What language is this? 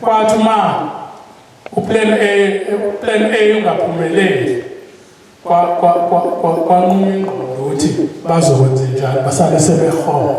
Zulu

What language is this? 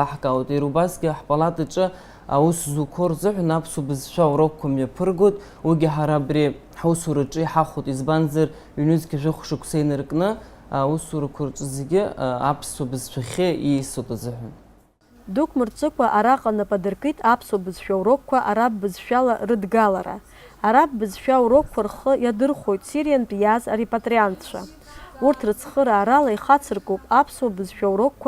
Abkhazian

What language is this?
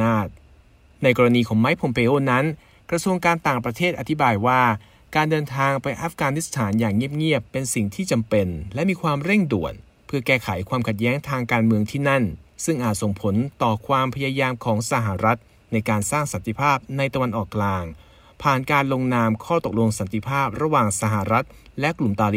Thai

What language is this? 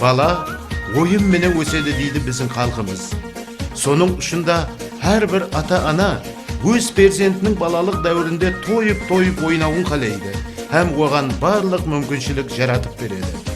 Kara-Kalpak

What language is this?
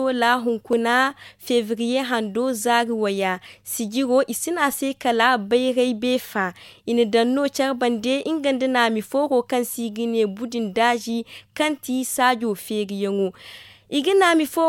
Zarma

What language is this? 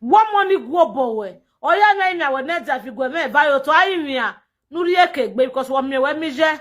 Nigerian Pidgin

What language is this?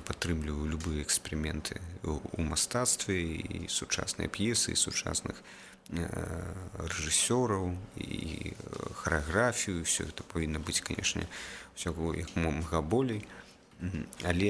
Belarusian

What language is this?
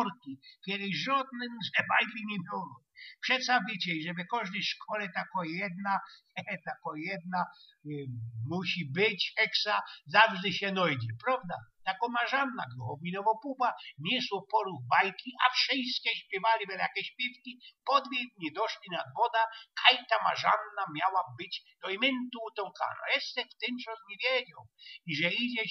Silesian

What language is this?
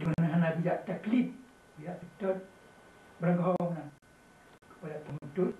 Achinese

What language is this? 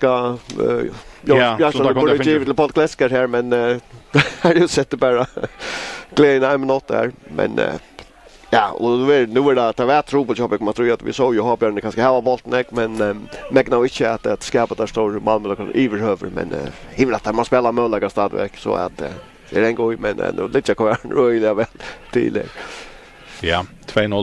Faroese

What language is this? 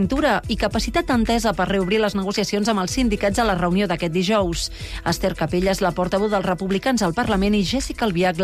Catalan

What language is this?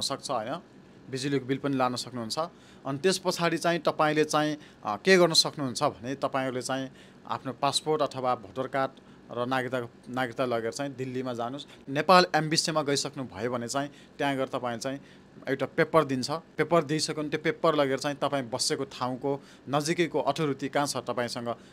Nepali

